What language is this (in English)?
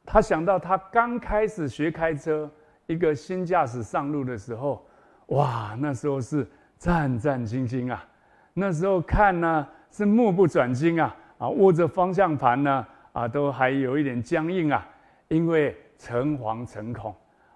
Chinese